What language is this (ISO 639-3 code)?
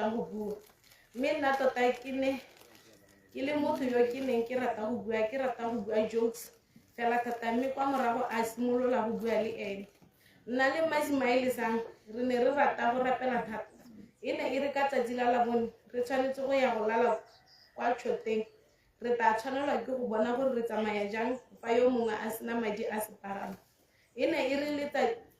tsn